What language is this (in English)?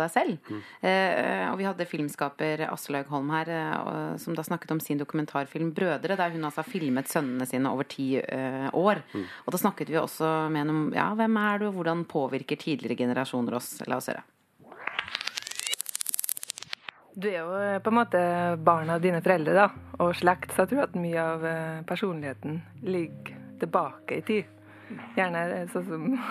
Norwegian